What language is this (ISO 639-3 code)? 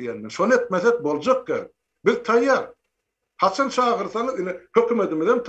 tuk